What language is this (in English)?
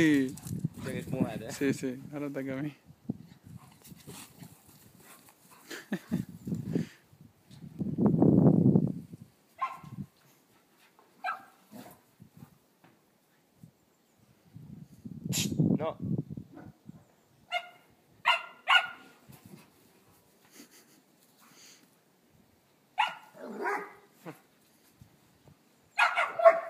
Catalan